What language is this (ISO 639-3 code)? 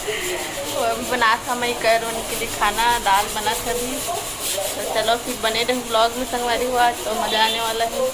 hne